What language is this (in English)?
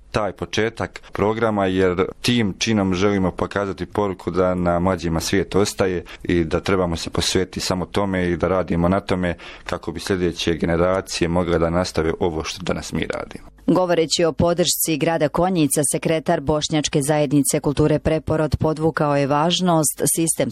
Bosnian